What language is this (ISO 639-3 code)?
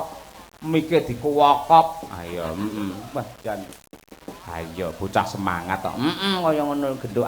jav